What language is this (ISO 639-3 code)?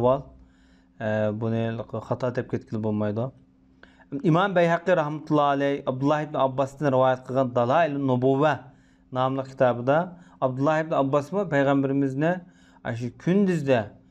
uig